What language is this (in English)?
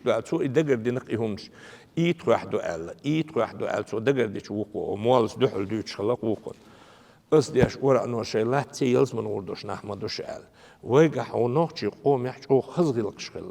Chechen